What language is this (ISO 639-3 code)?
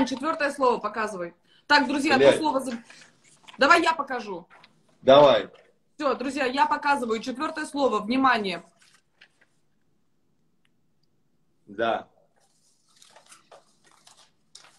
rus